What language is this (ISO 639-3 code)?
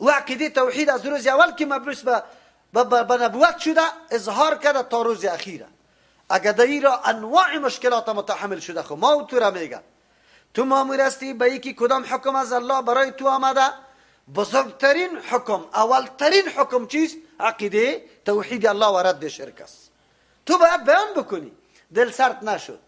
fas